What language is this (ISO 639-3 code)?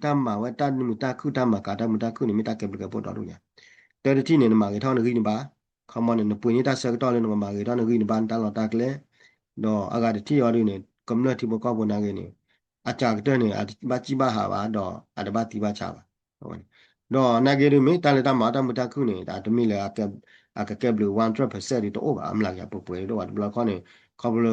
ksw